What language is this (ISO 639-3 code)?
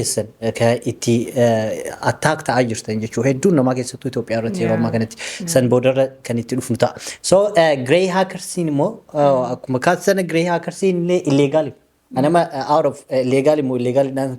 orm